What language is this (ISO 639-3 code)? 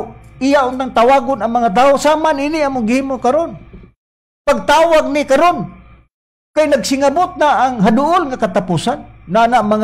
ceb